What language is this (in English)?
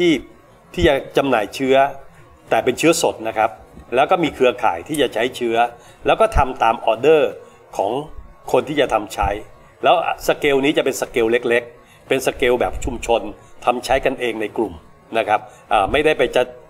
Thai